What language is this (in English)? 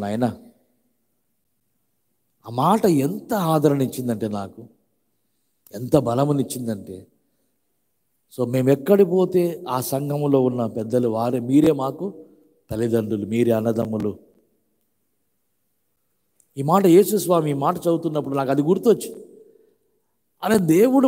Telugu